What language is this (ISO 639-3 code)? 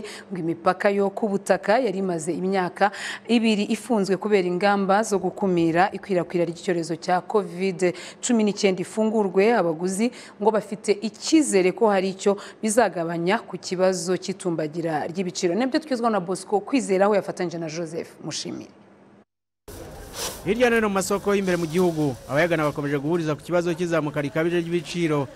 kin